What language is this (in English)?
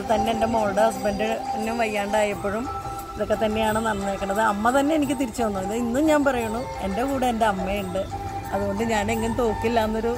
Malayalam